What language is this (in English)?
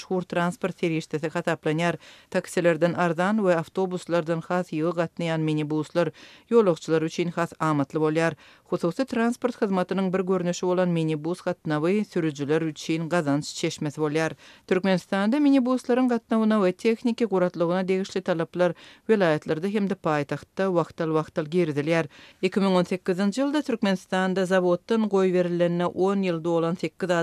Turkmen